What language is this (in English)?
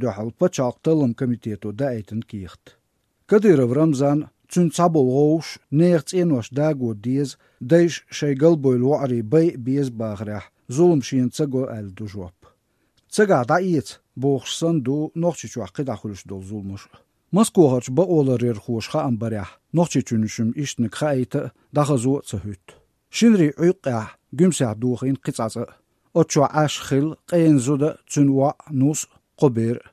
Chechen